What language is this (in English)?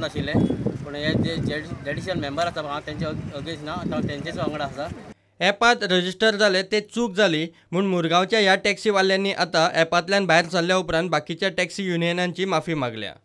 Konkani